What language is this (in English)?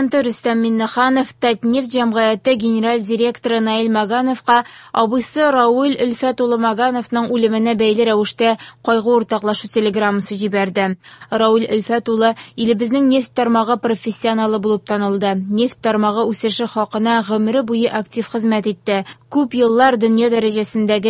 Tatar